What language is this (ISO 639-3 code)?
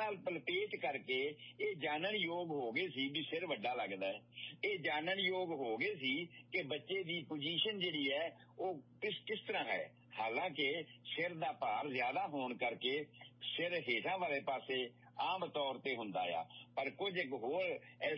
pan